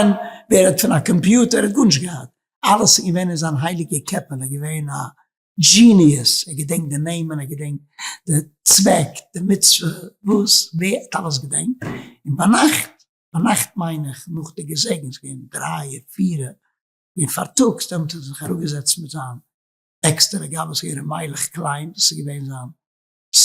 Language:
Yiddish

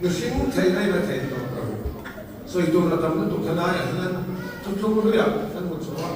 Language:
Mizo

